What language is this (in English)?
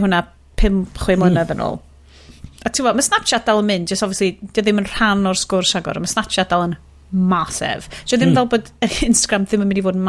Welsh